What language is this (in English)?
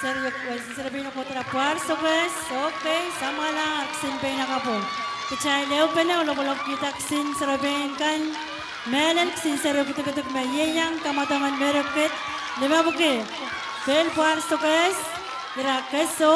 Pohnpeian